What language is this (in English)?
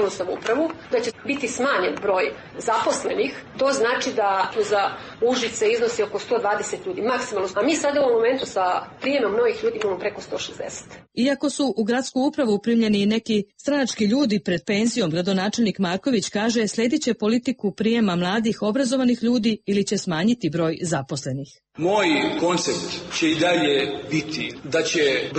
Serbian